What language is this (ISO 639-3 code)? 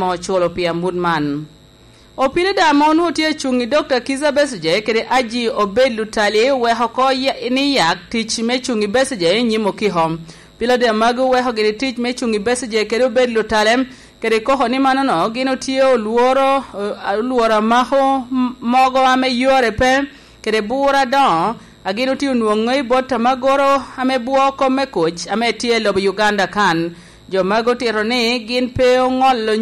laj